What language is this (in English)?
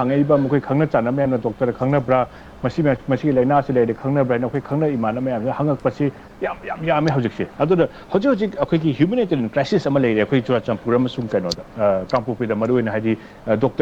Manipuri